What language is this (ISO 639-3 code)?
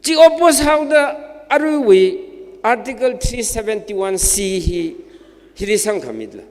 nmf